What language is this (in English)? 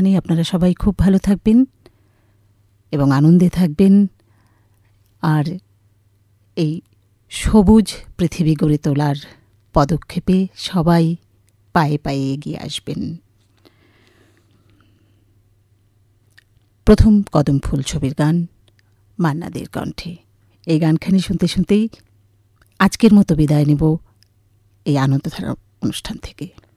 Bangla